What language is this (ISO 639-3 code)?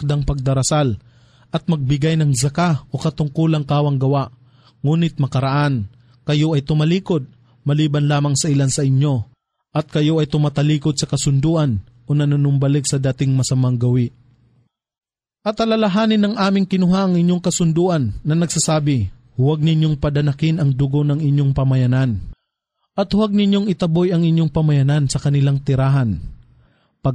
fil